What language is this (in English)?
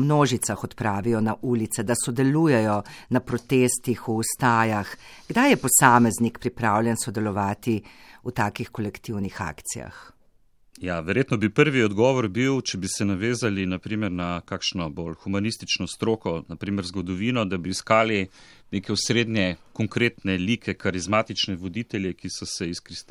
Slovenian